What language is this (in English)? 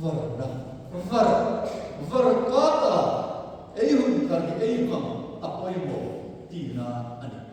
Hmar